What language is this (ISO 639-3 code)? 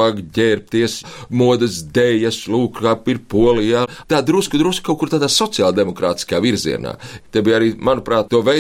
lav